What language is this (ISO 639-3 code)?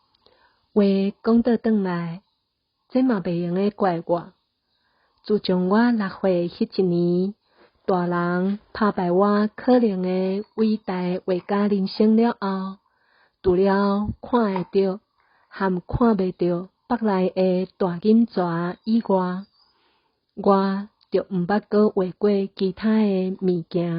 nan